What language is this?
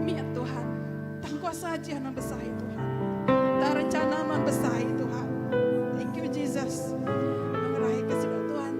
Iban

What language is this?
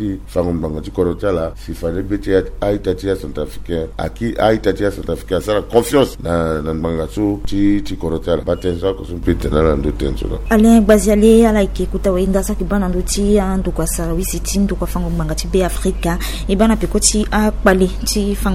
Sango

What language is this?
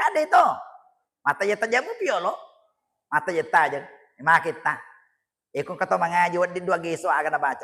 Buginese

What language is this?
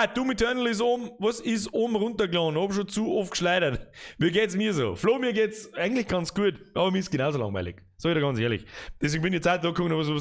Bavarian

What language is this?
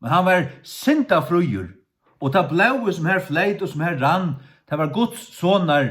Faroese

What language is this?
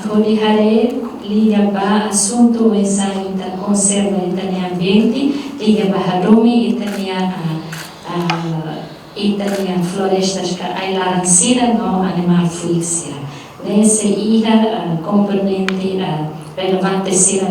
Tetum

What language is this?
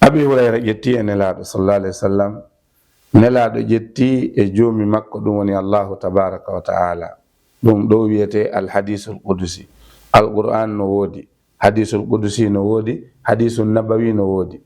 Fula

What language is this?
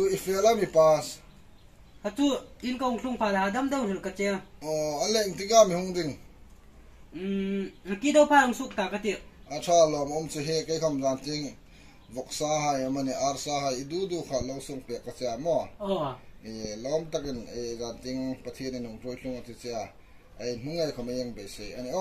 Hmar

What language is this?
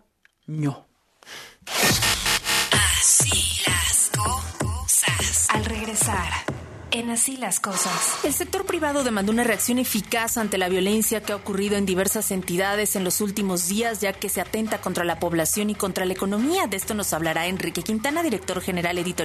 Spanish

